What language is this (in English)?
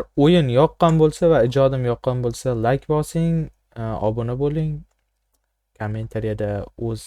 Uzbek